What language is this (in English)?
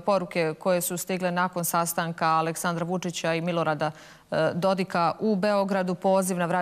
Bosnian